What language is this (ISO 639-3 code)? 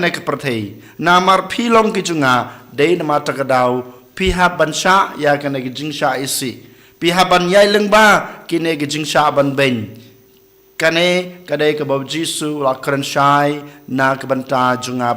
kha